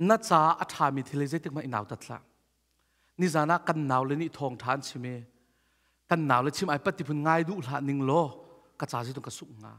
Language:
Hakha Chin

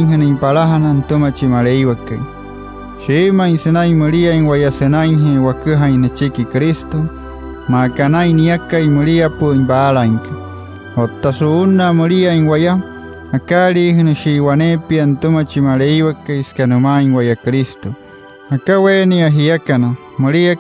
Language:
Wayuu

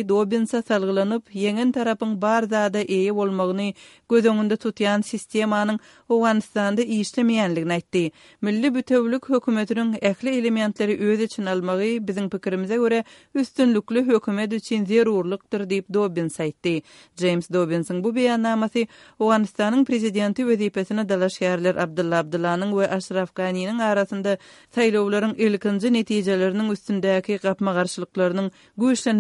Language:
Turkmen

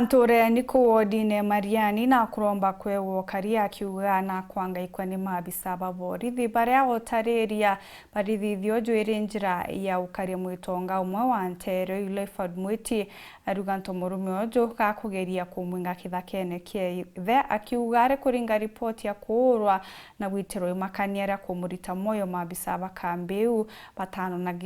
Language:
Meru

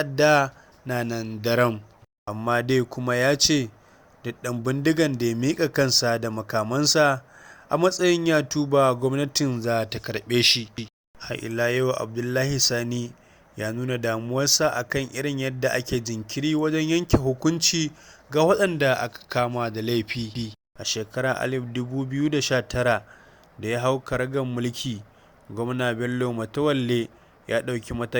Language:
Hausa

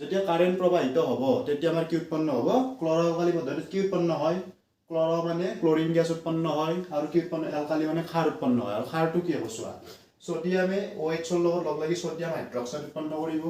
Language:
Assamese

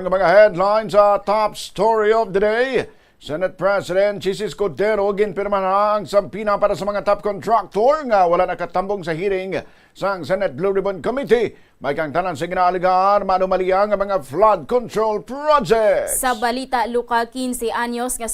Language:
Hiligaynon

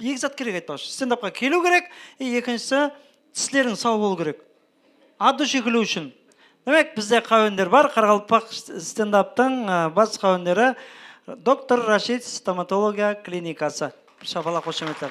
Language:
Kara-Kalpak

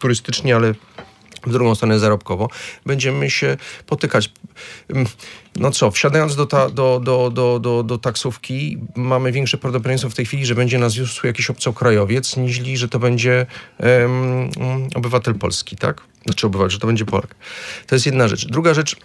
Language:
Polish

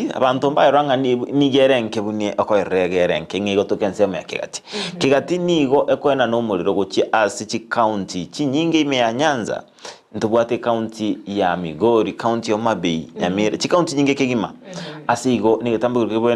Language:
Gusii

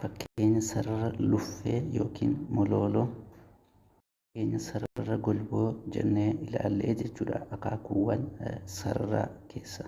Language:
Oromo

